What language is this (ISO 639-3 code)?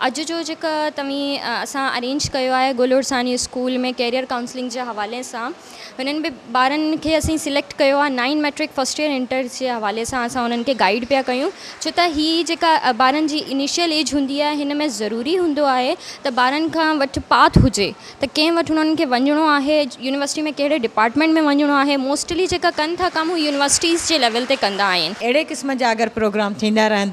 snd